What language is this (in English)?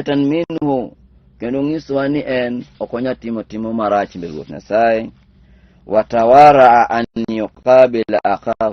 Luo (Kenya and Tanzania)